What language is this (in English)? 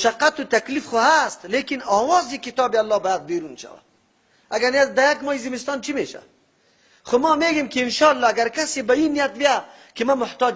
Persian